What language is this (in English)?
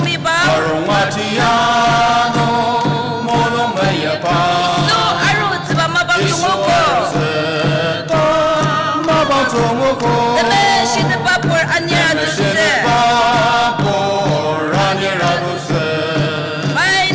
Ao Naga